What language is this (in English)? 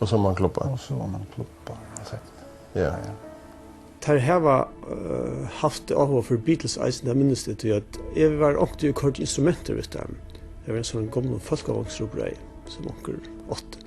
Faroese